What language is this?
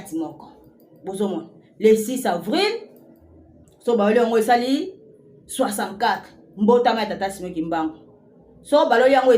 Lingala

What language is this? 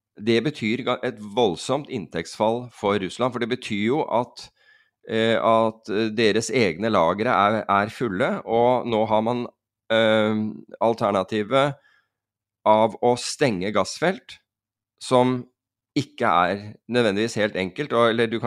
Norwegian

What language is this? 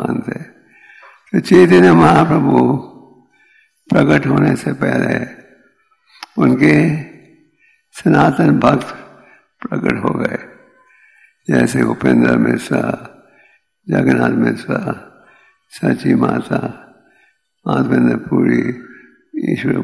Hindi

